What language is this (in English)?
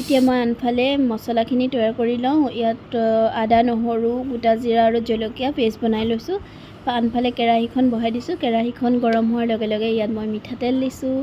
Assamese